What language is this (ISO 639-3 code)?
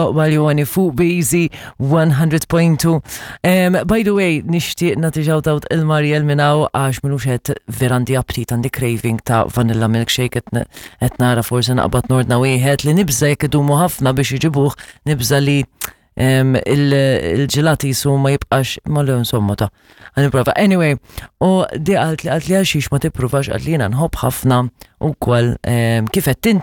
mlt